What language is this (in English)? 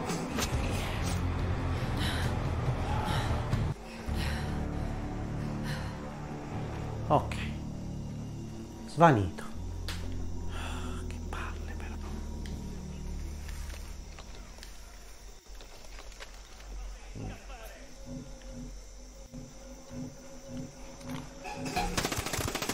Italian